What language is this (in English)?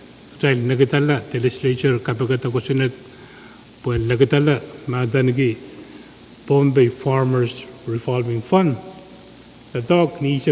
Pohnpeian